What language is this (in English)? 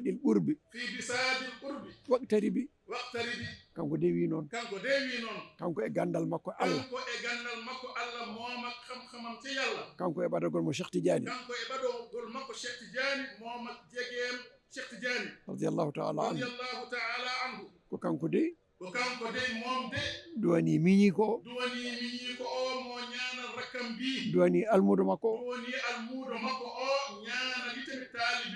Fula